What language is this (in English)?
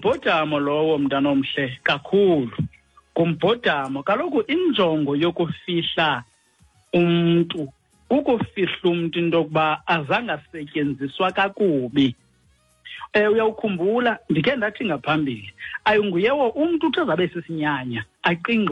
Xhosa